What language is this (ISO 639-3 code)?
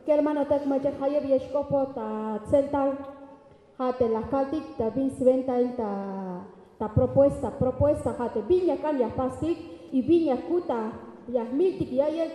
tzh